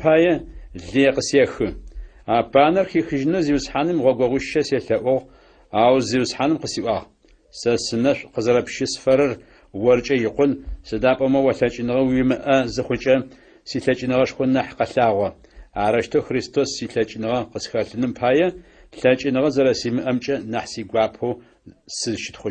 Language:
Adyghe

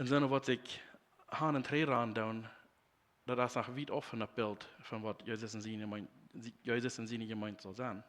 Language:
Plautdietsch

